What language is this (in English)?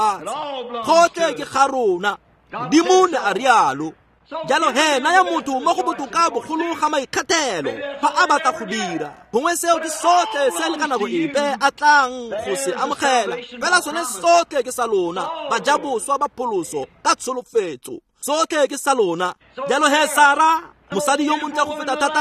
Tswana